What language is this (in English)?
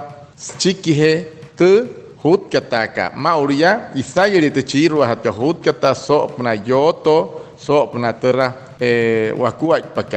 Wayuu